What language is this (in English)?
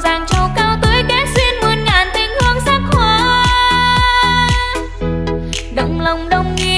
Vietnamese